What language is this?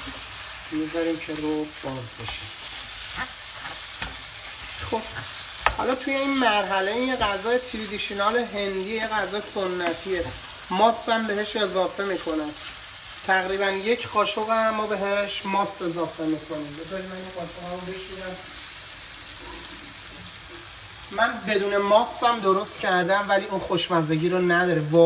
Persian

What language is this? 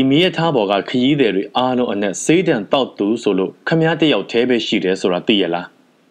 Burmese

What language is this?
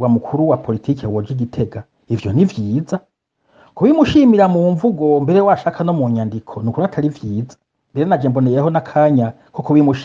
Rundi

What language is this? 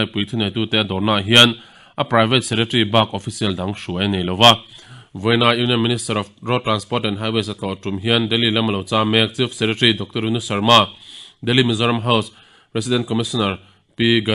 Mizo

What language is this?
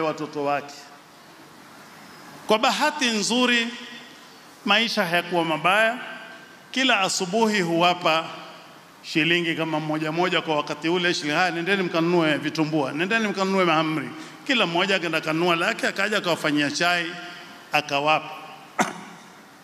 Swahili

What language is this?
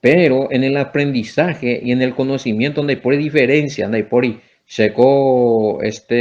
Guarani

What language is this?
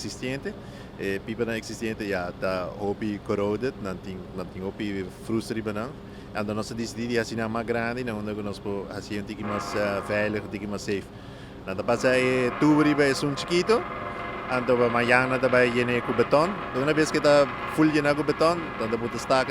Papiamento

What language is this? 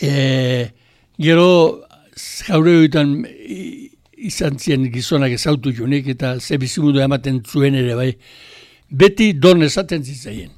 Basque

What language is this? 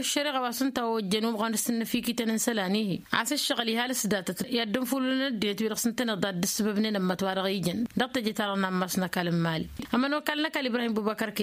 Tamasheq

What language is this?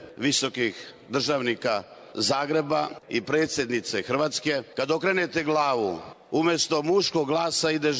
Serbian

